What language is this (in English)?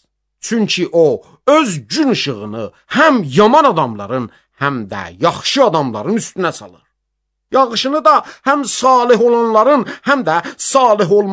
Azerbaijani